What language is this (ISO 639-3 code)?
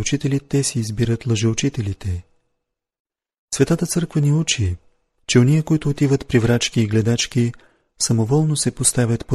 bul